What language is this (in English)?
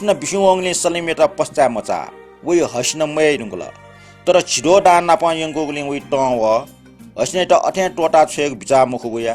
Newari